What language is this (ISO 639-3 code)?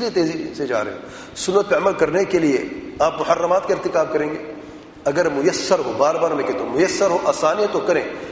urd